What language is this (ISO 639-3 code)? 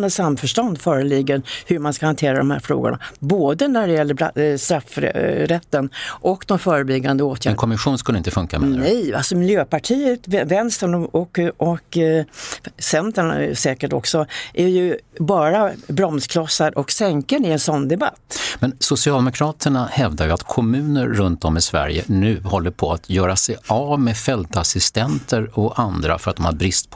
swe